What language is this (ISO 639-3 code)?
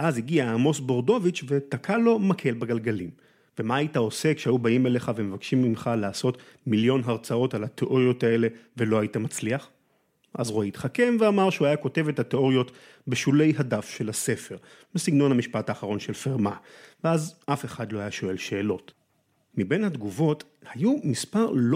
heb